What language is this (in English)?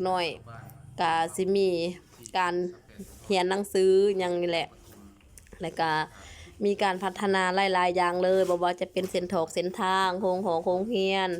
Lao